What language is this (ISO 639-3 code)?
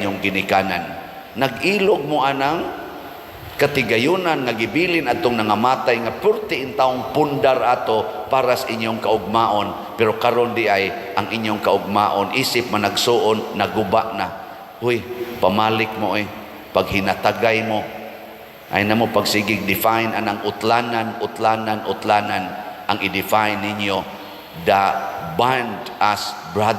ceb